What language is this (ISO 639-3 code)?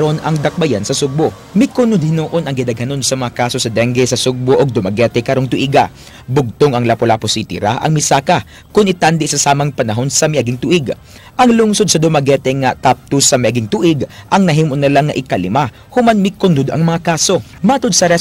ceb